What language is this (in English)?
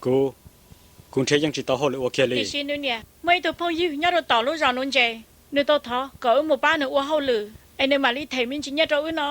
Hmong